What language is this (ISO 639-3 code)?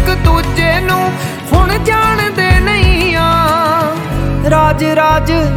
pan